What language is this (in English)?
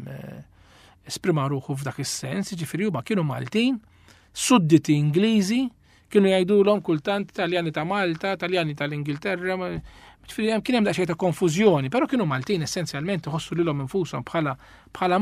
Maltese